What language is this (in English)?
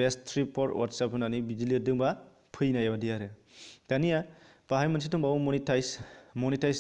Bodo